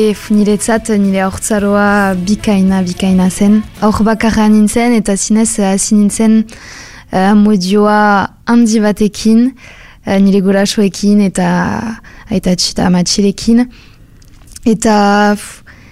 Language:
Basque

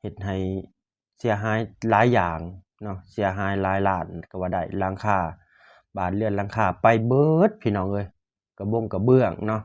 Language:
Lao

